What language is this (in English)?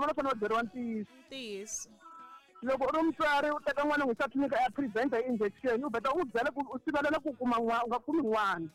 Tsonga